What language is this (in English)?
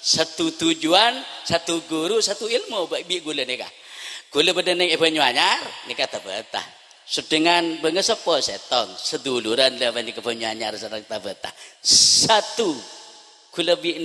Madurese